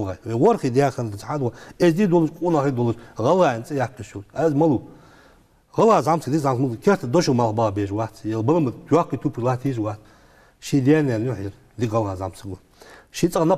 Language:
Ingush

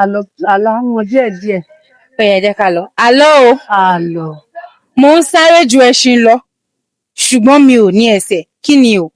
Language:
Yoruba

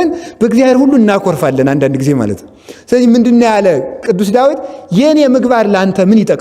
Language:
Amharic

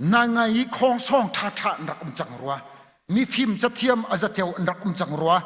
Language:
Hakha Chin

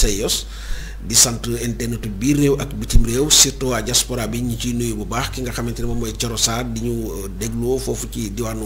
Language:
Wolof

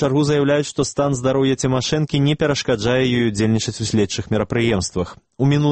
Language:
Belarusian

